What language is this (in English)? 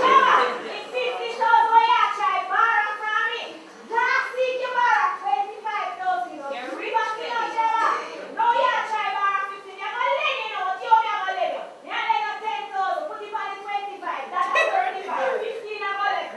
Jamaican Creole English